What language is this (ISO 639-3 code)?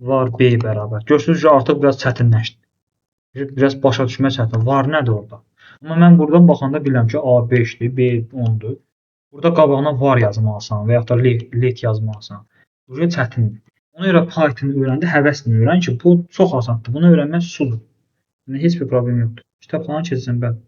aze